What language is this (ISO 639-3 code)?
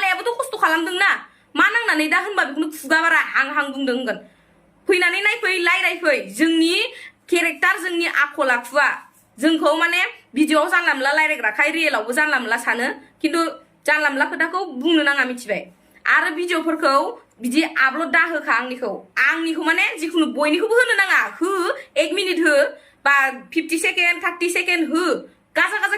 brx